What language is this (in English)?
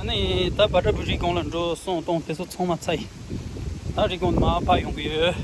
Tibetan